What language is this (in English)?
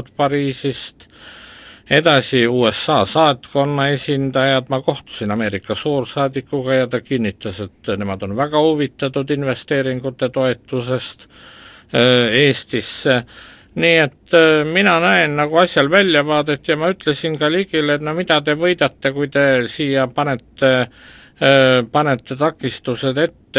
Estonian